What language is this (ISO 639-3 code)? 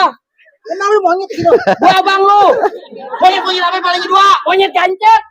bew